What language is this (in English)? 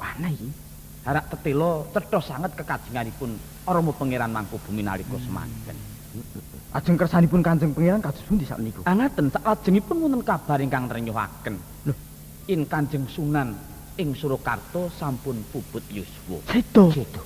Javanese